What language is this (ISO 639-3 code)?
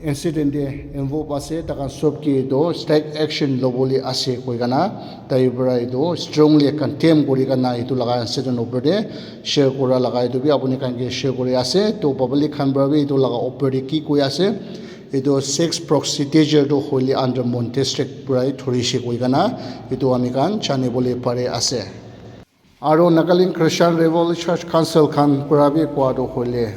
nag